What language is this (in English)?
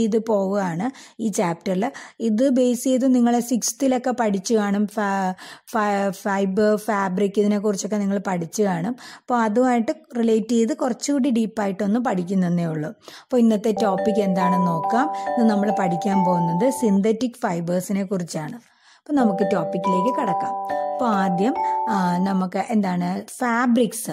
Malayalam